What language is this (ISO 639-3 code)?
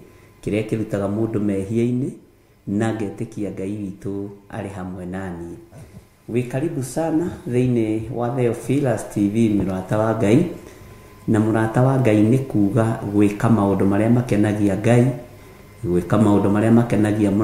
kik